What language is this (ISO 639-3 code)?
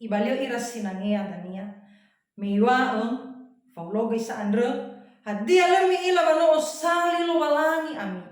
nia